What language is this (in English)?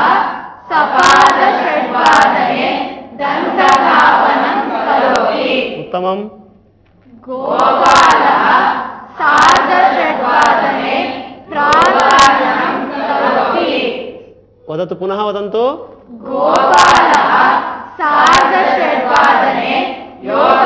Sanskrit